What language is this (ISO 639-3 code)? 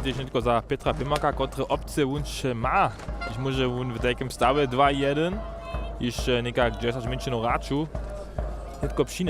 hsb